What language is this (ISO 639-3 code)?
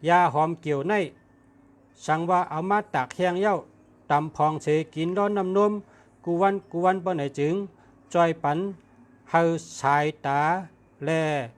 shn